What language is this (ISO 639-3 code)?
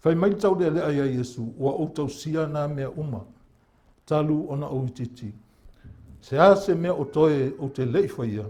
smo